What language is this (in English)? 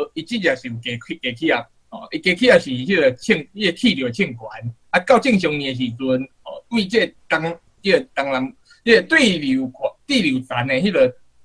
Min Nan Chinese